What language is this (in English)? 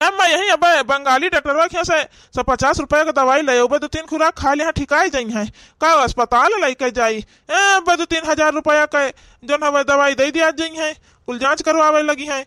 Awadhi